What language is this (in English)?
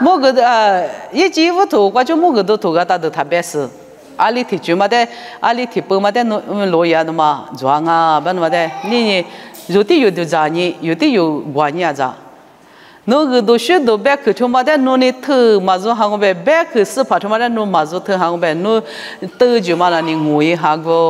Lisu